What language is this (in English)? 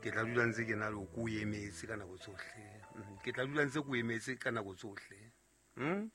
Southern Sotho